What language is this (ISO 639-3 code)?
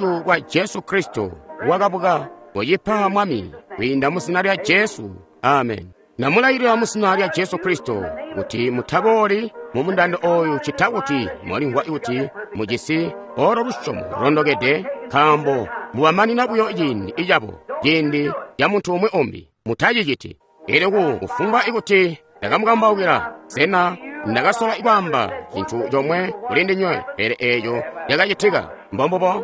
toi